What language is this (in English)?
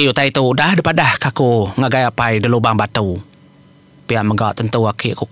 Iban